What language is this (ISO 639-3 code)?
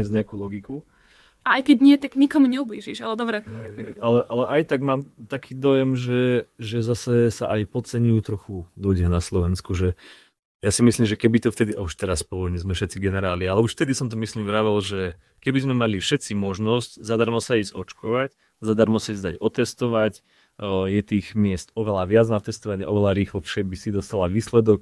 slk